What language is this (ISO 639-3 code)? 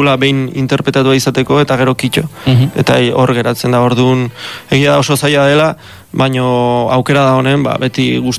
eus